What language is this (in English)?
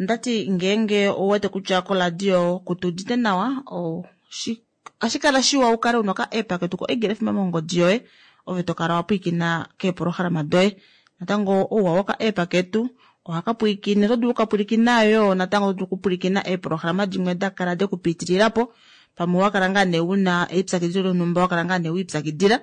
Kuanyama